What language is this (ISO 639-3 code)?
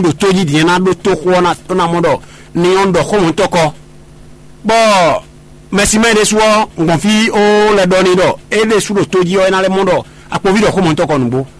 fon